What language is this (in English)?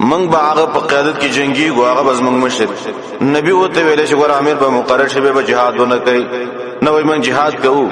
Pashto